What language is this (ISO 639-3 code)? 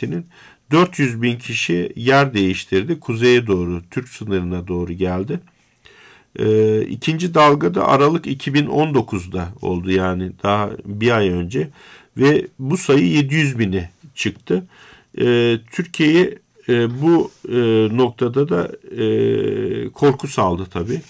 tur